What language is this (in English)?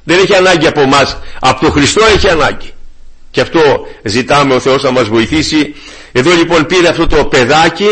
Greek